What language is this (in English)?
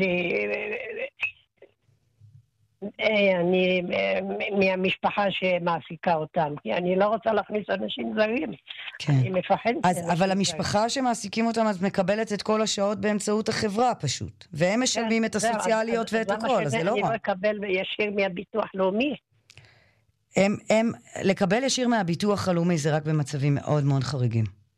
Hebrew